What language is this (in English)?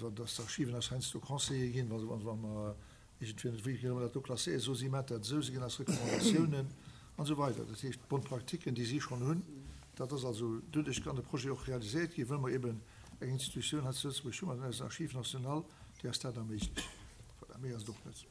Luxembourgish